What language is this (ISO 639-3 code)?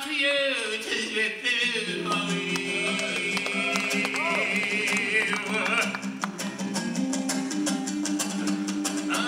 kaz